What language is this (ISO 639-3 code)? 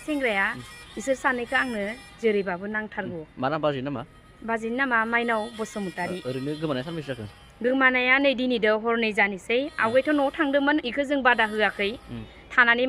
brx